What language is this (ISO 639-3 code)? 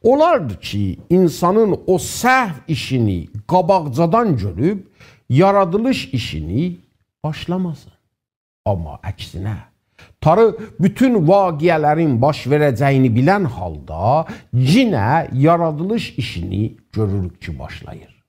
azb